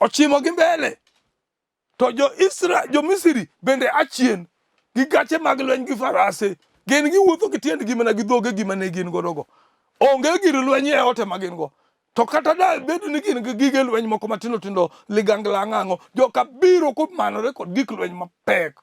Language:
Luo (Kenya and Tanzania)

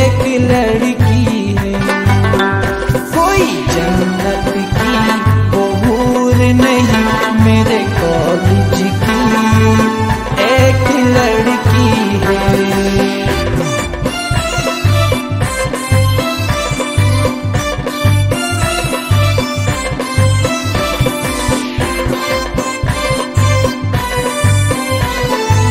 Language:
Hindi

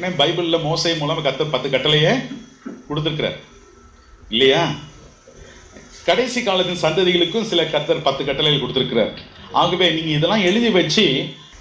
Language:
Tamil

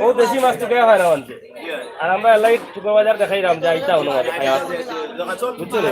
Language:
Sylheti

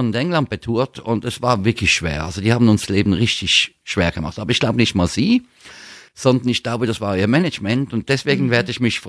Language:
German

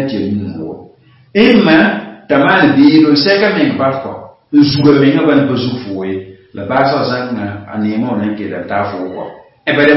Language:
Mossi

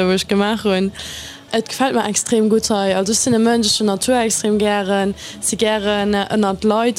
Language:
Luxembourgish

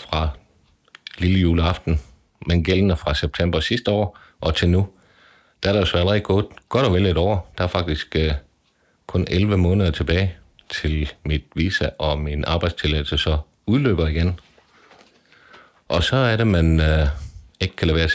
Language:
Danish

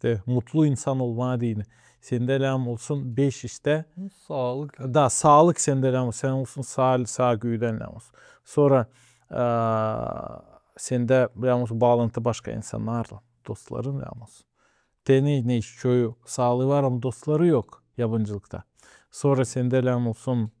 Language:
Gagauz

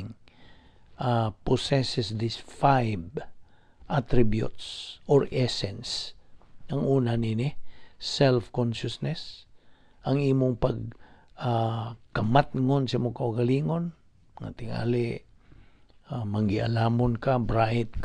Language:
Cebuano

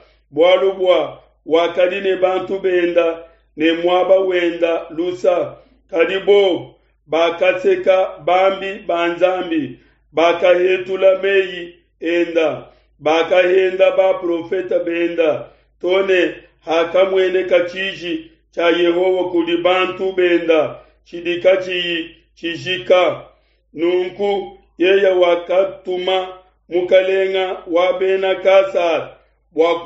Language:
Luba-Lulua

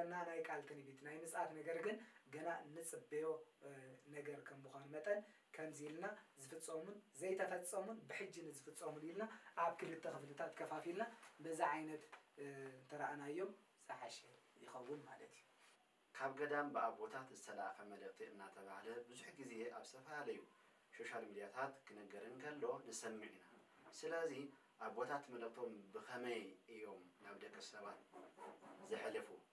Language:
Tigrinya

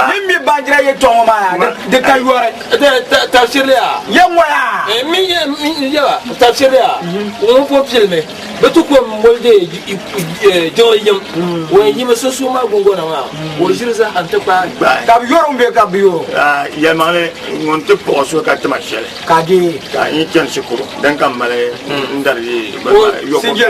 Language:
Dagbani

